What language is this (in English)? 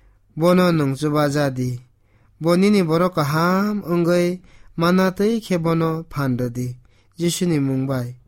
Kok Borok